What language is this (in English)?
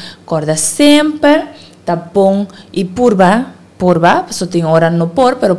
Papiamento